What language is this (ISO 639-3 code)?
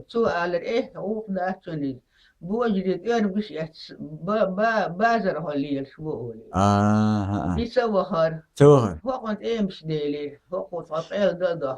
che